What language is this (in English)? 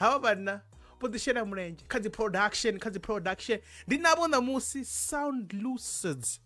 Venda